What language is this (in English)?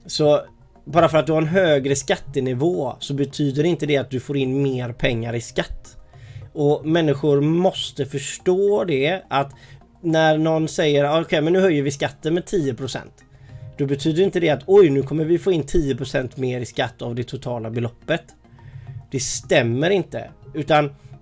Swedish